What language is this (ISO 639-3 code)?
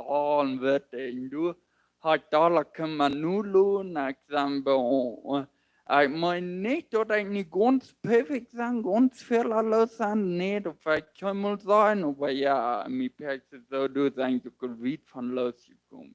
pdt